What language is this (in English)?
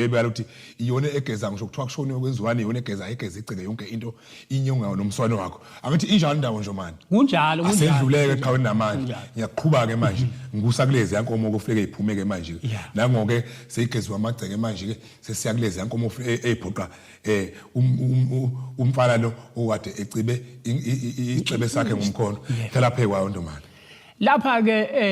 Zulu